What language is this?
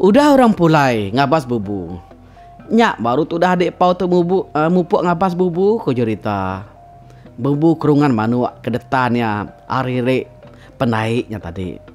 Iban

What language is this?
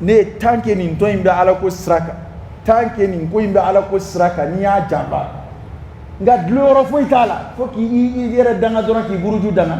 Dyula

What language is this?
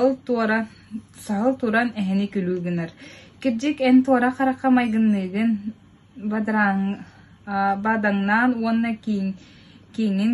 Yakut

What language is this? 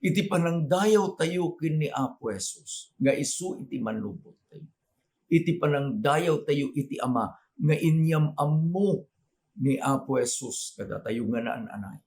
Iloko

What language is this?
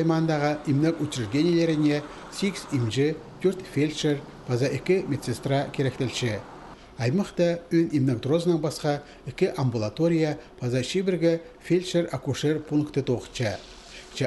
Khakas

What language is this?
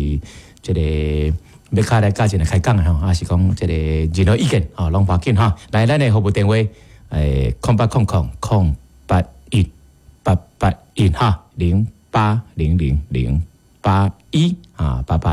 Min Nan Chinese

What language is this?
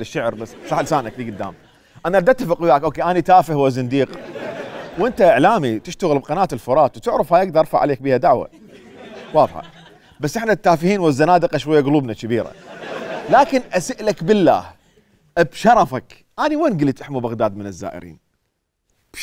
Mesopotamian Arabic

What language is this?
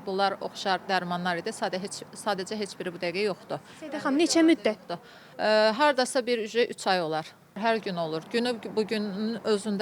Azerbaijani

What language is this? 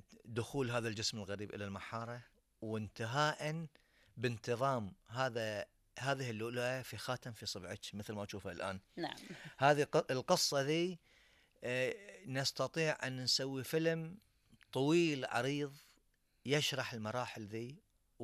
Gulf Arabic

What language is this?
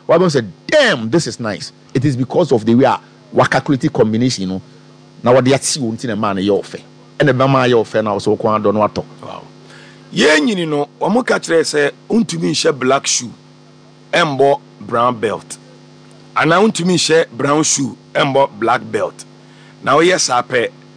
Akan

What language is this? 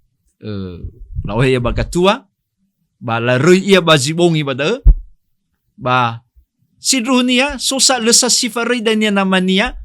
Nias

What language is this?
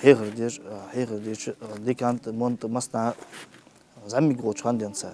Ingush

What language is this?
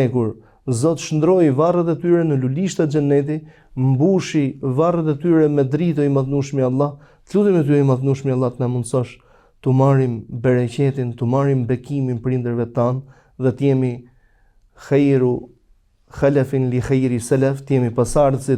Albanian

